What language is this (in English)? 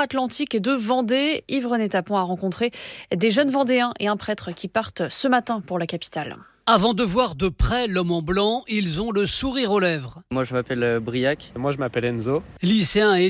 French